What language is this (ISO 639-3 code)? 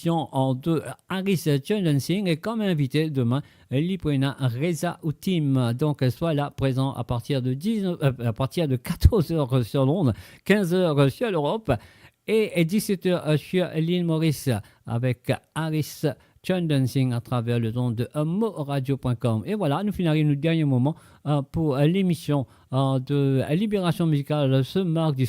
mfe